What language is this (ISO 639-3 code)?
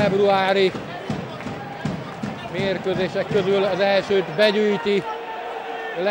hun